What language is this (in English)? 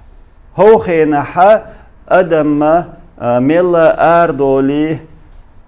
Chechen